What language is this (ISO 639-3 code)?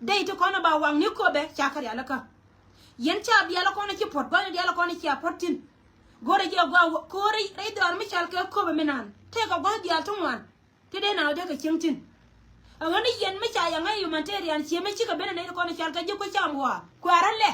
nus